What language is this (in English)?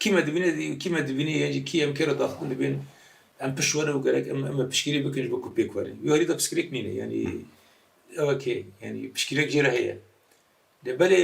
Kurdish